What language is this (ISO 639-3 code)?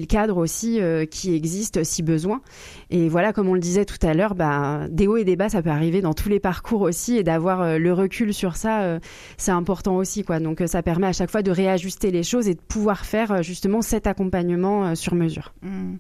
fra